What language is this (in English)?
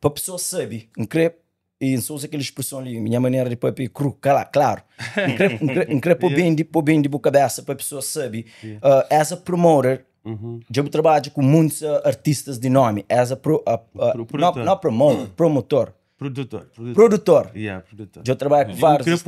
Kabuverdianu